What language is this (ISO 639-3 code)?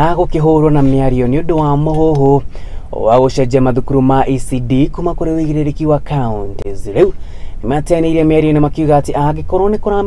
kik